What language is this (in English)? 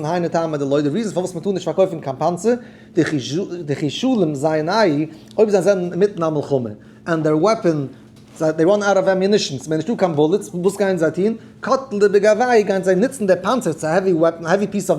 Yiddish